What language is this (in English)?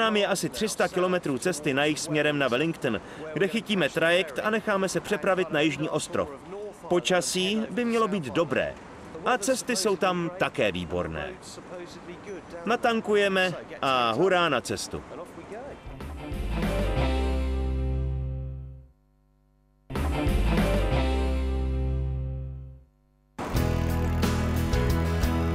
Czech